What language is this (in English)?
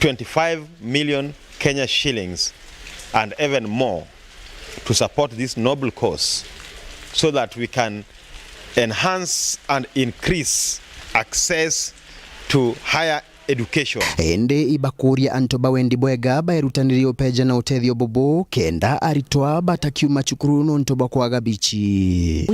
Meru